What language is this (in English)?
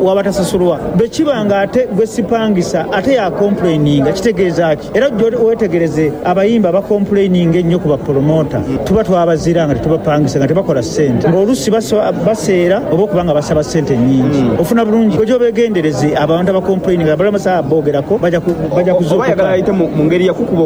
Ganda